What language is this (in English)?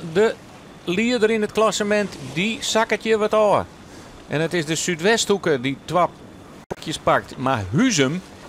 Western Frisian